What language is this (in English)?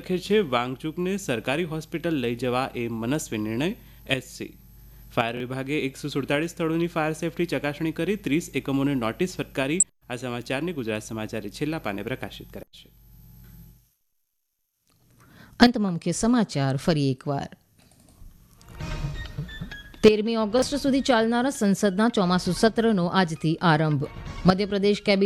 Gujarati